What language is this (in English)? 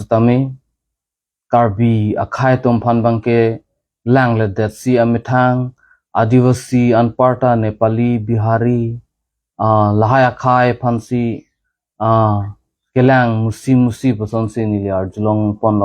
Karbi